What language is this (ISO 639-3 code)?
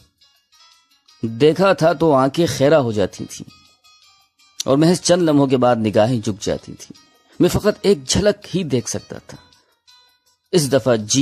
urd